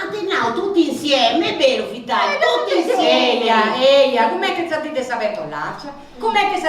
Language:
Sardinian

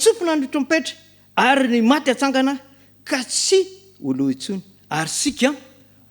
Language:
Malagasy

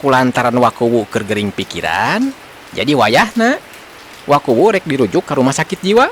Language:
Sundanese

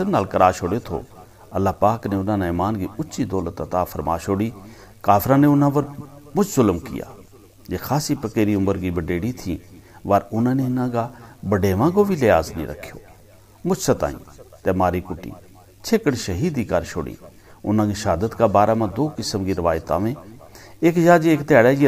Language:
Gujari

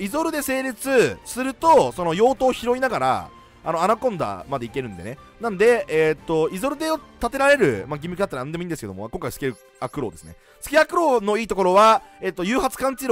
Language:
Japanese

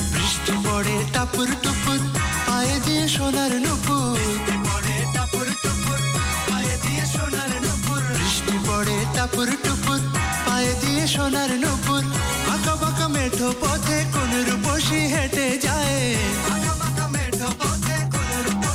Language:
Bangla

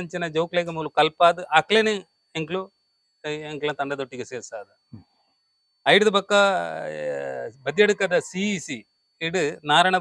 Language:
Tulu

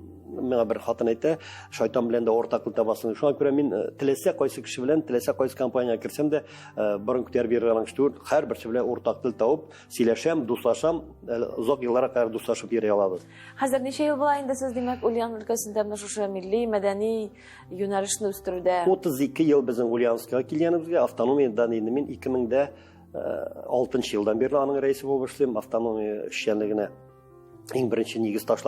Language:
Tatar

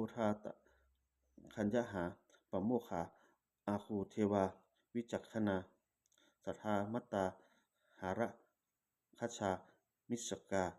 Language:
Pali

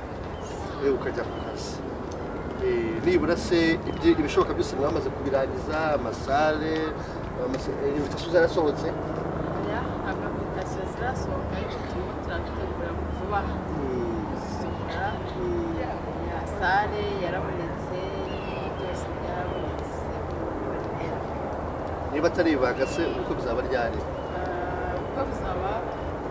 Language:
Kinyarwanda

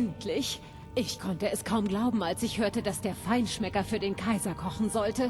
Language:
Bavarian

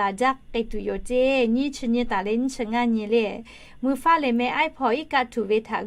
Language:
Lahu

